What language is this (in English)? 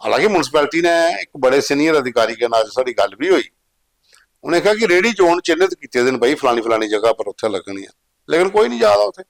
Dogri